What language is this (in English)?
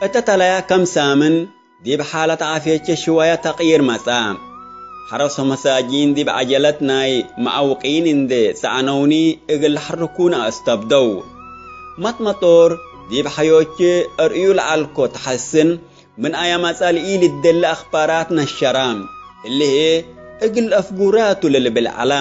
Tigre